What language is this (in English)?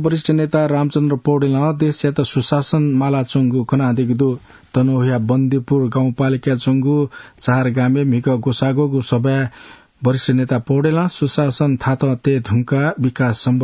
Newari